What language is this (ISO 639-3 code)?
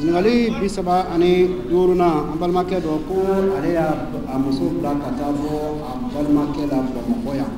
bam